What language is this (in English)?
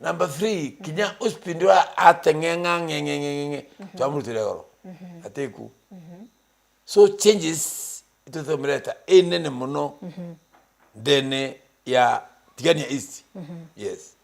Meru